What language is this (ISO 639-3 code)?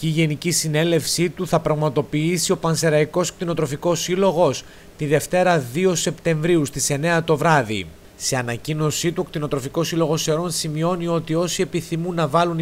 ell